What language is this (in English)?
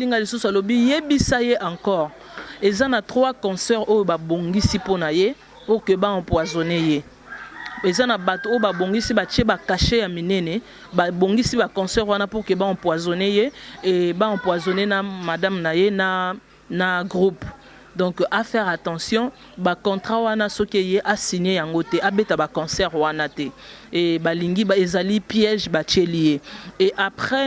Lingala